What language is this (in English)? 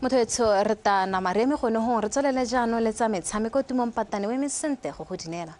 Tswana